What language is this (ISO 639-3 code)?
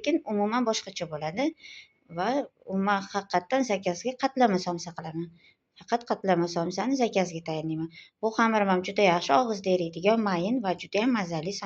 uzb